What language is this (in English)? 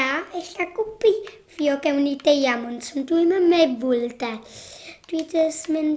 Welsh